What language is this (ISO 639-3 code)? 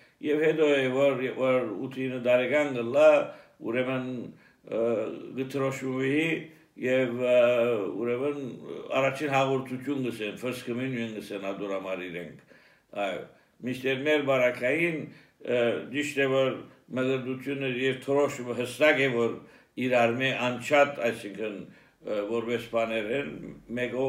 hye